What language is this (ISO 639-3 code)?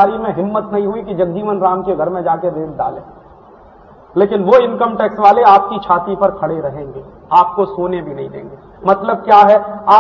hin